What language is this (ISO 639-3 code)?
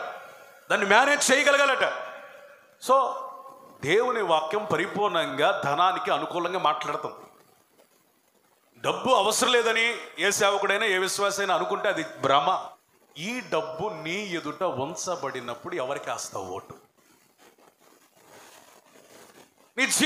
tel